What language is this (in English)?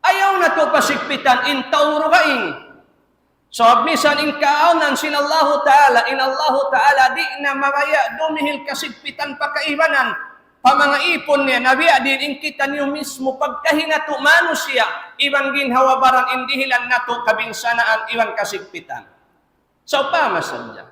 Tausug